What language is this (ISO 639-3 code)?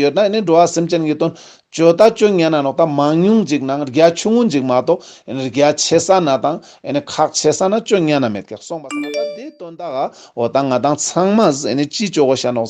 lbj